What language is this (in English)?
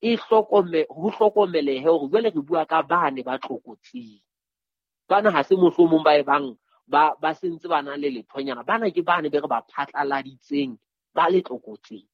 Southern Sotho